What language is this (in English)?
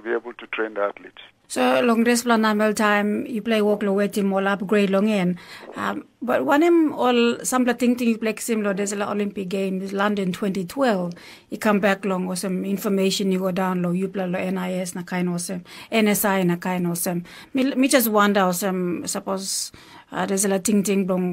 Tok Pisin